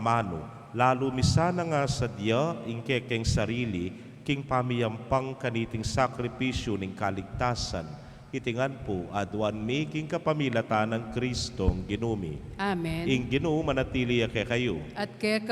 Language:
Pampanga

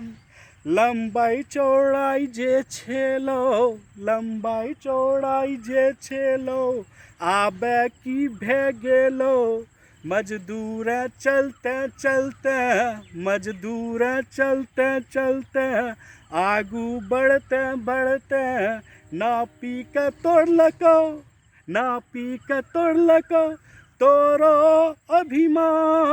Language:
Angika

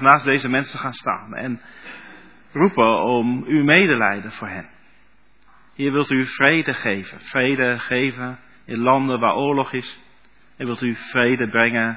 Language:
Dutch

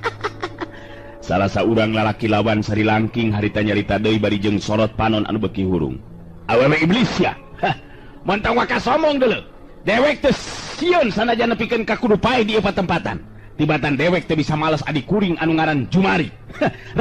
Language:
Sundanese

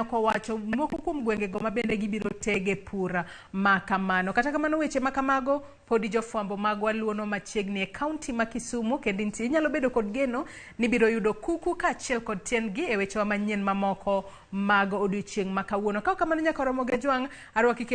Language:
Luo (Kenya and Tanzania)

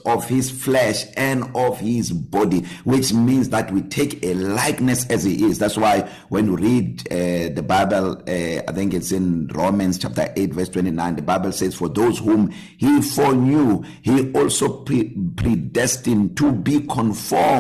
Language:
English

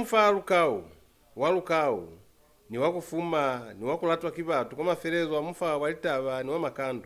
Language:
Lozi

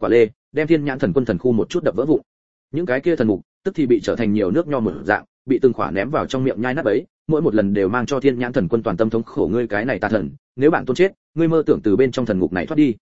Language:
Vietnamese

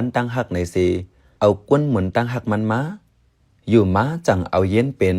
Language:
Shan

